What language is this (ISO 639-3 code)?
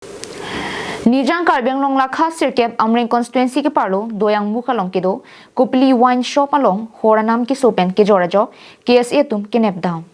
mjw